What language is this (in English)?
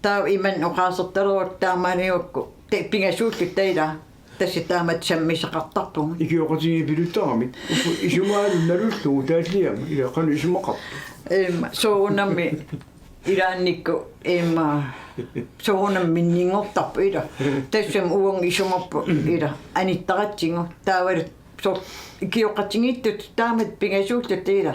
Kalaallisut